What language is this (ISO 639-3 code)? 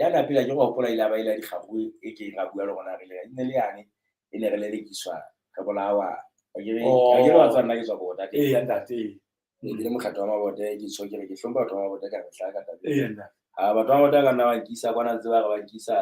sot